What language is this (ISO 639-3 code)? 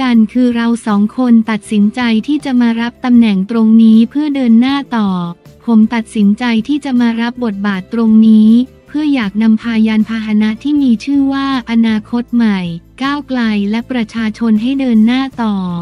tha